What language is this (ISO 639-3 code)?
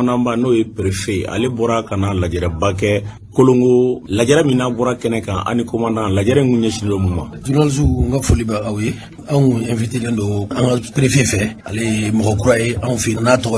bam